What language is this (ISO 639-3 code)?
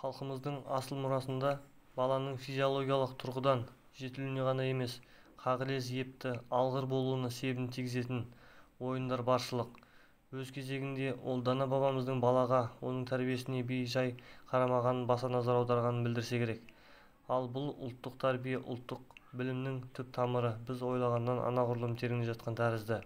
kaz